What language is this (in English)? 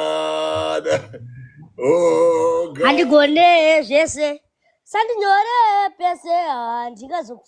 Shona